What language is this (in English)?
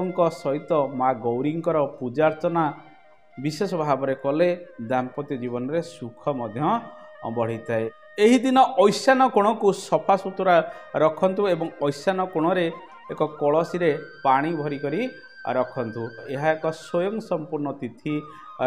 Odia